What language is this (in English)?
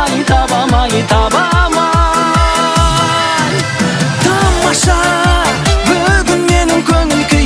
Kazakh